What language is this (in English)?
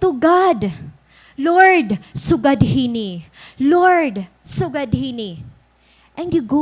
Waray